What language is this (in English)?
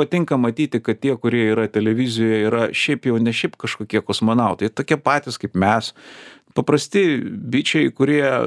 Lithuanian